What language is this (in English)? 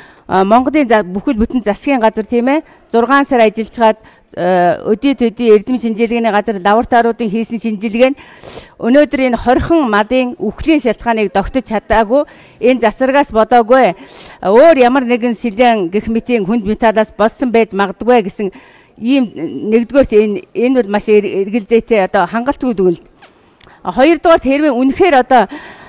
Mongolian